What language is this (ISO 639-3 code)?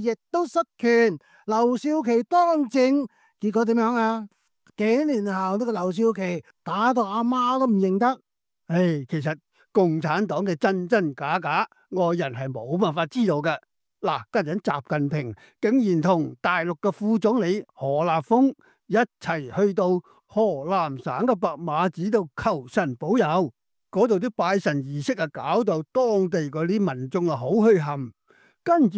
yue